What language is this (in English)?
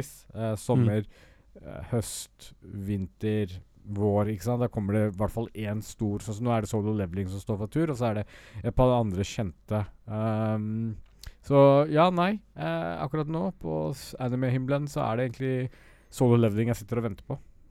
Norwegian